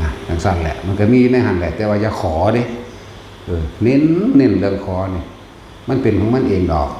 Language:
Northeastern Thai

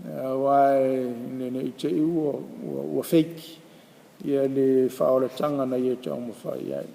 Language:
Samoan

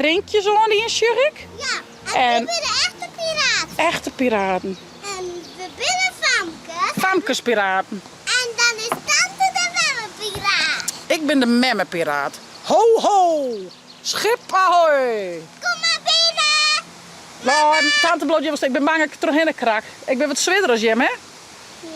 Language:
Western Frisian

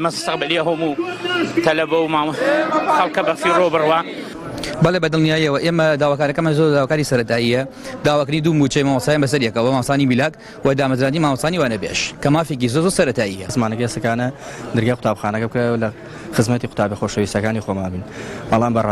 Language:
Central Kurdish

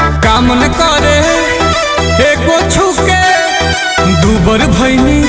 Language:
Bhojpuri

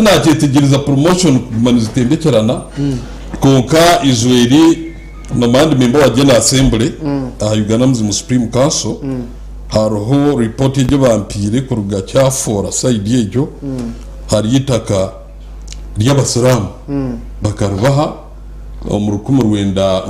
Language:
Nyankole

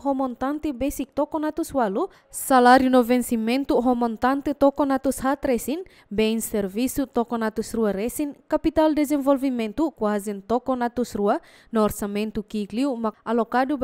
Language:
Tetum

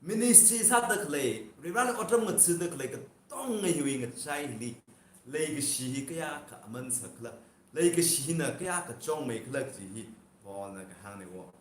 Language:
Tangkhul Naga (India)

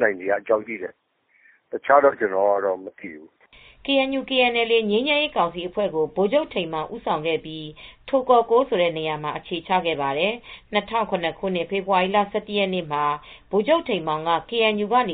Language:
Burmese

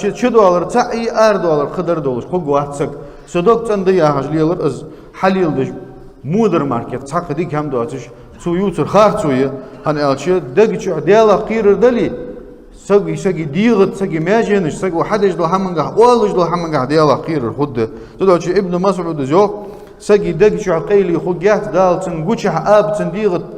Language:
Ingush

